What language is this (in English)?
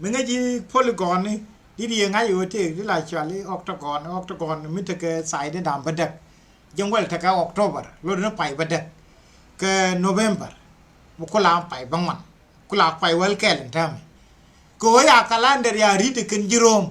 Nuer